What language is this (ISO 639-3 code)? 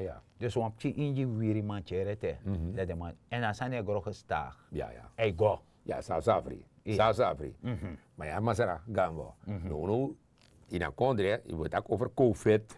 srn